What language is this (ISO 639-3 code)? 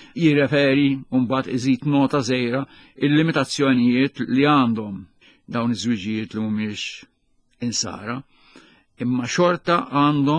mlt